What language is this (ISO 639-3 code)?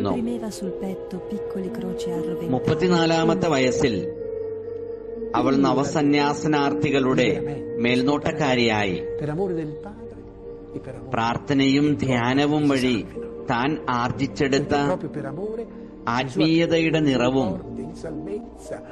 mal